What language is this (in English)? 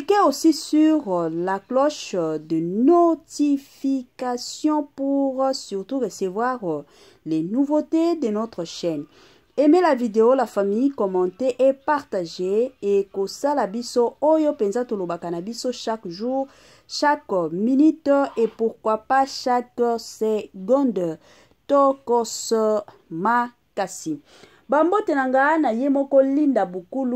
Lingala